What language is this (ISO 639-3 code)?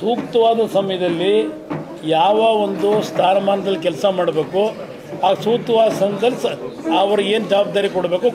kan